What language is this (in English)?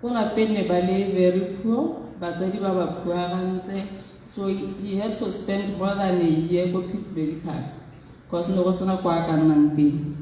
Tswana